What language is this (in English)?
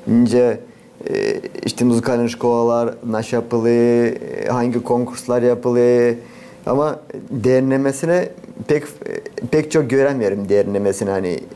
Gagauz